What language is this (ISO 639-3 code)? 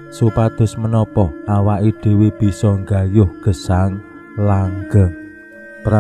jav